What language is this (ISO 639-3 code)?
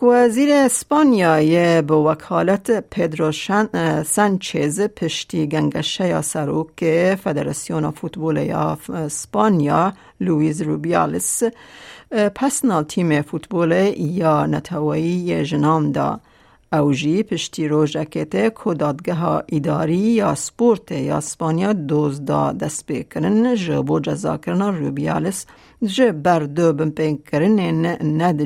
kur